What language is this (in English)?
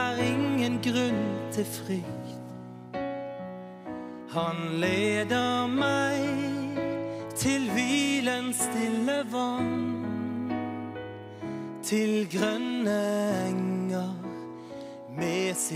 Norwegian